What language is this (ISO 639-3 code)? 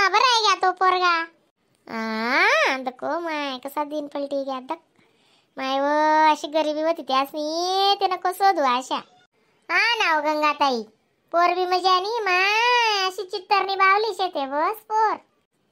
khn